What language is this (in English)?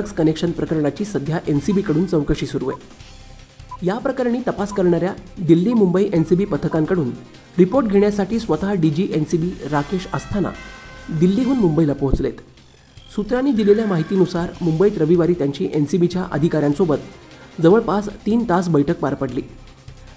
Marathi